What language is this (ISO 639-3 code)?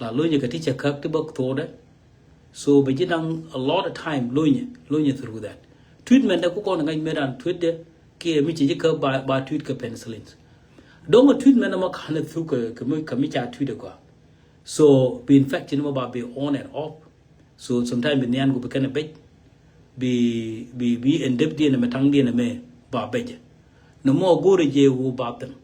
nus